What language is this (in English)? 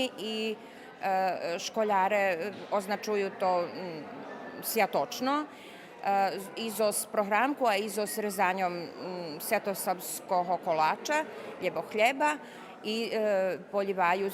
Rusyn